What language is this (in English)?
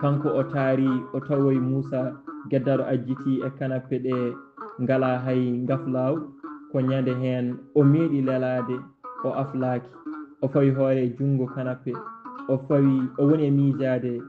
Fula